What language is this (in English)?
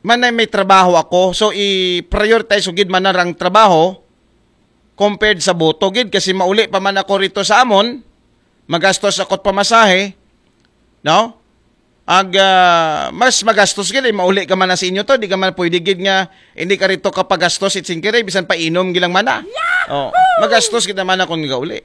Aklanon